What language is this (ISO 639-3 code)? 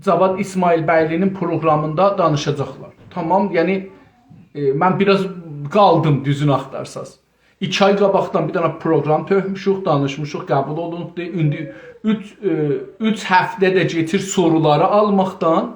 azb